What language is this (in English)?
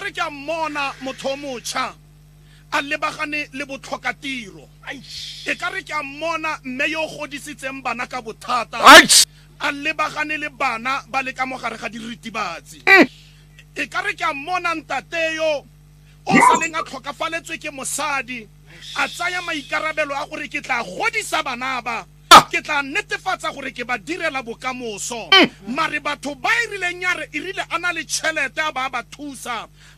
Tswana